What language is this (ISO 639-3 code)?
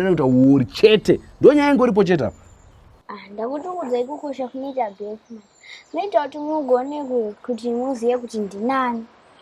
sna